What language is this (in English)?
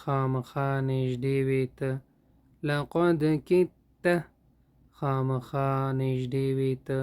Pashto